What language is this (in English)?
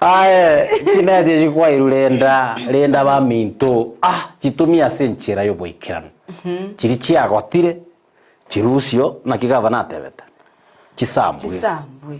Gusii